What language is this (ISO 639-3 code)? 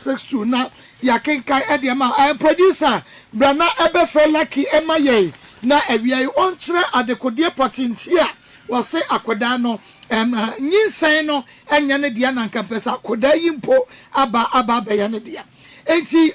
aka